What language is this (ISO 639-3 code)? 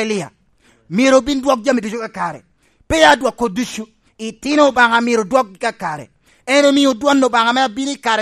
laj